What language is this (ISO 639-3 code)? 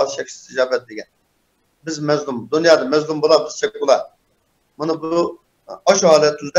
uig